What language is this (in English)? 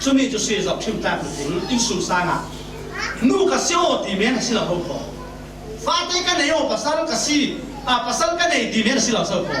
Falam Chin